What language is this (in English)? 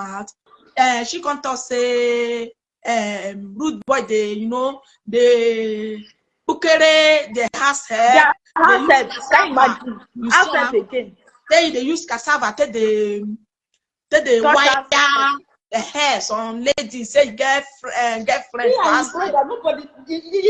Nigerian Pidgin